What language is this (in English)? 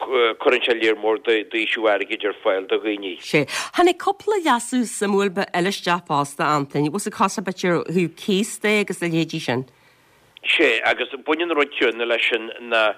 Irish